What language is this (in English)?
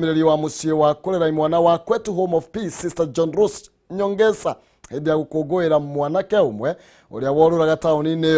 Kikuyu